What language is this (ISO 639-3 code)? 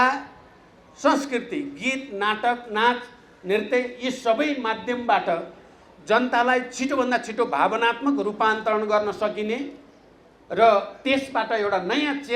nep